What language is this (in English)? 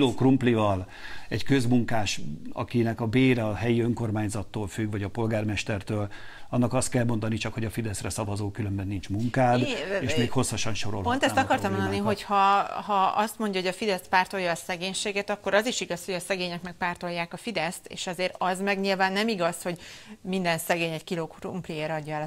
Hungarian